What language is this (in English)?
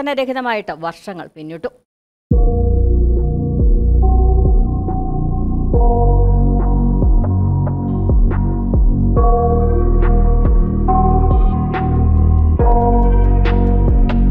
Malayalam